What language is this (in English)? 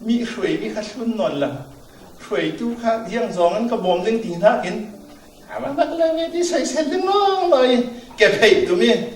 Falam Chin